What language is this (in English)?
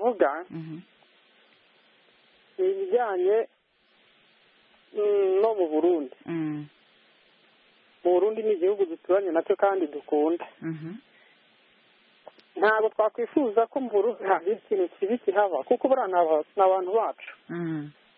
Kinyarwanda